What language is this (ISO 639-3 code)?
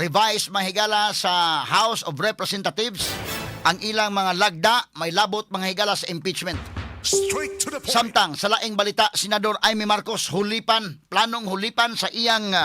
ceb